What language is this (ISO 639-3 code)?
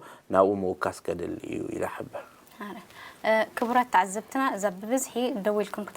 tir